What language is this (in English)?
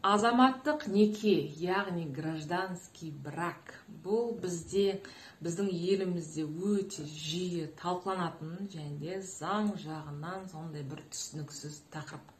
Kazakh